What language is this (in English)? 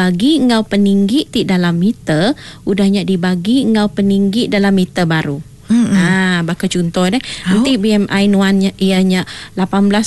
Iban